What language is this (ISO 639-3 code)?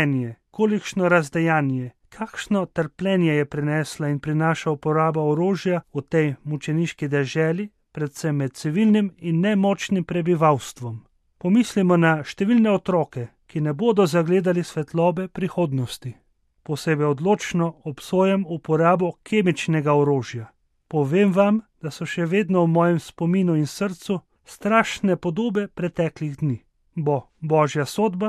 slv